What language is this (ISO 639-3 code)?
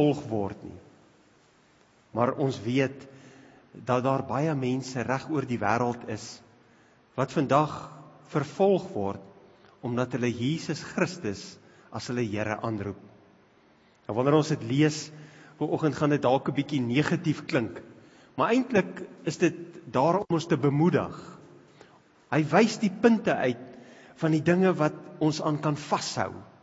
afr